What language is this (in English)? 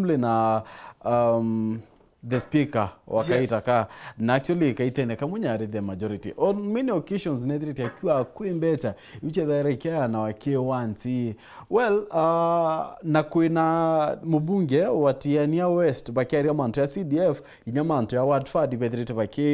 Meru